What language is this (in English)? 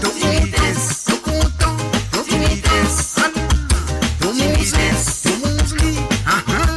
Morisyen